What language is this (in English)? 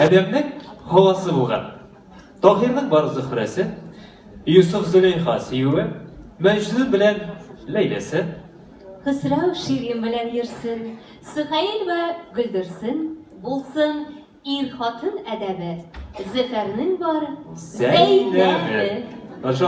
Tatar